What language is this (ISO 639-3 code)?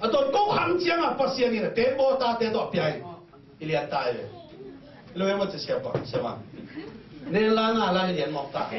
ctd